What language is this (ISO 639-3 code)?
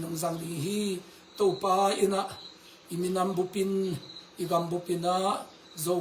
ctd